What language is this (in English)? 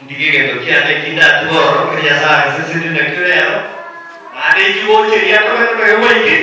Gusii